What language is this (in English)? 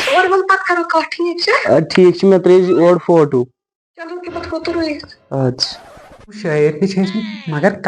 Kashmiri